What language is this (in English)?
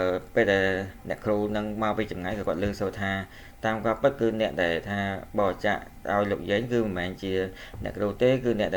Khmer